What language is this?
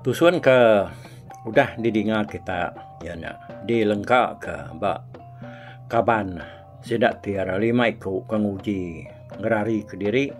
Iban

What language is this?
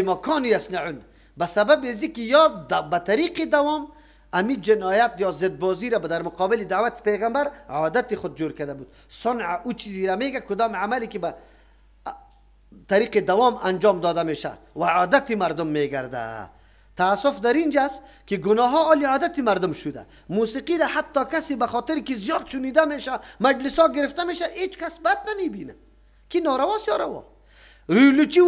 Persian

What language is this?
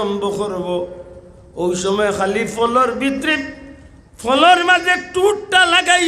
Sylheti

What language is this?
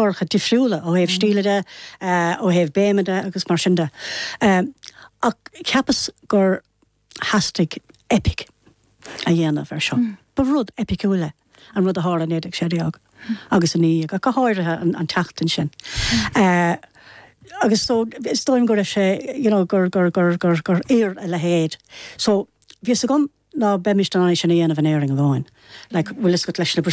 Irish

